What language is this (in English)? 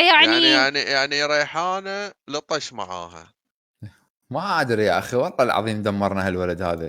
Mesopotamian Arabic